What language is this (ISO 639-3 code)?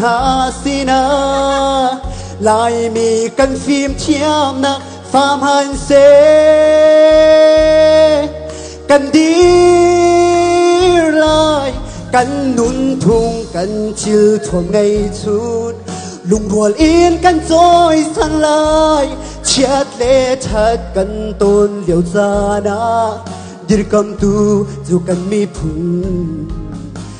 cnh